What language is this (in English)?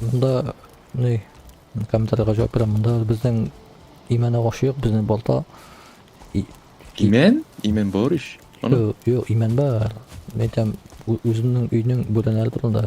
Tatar